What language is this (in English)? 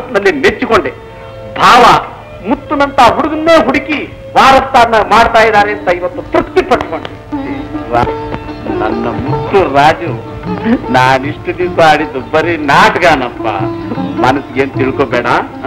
Kannada